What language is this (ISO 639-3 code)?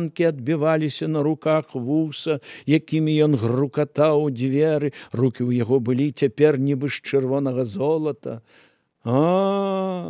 bel